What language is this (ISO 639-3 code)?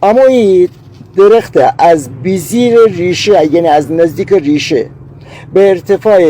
glk